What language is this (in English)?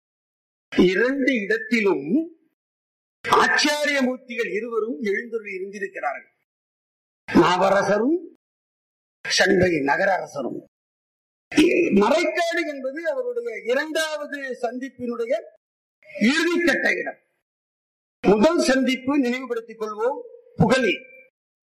Tamil